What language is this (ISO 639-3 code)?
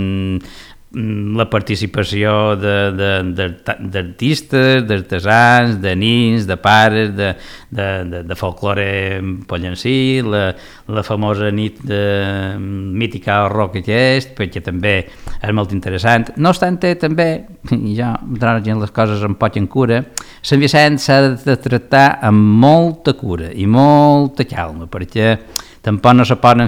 cat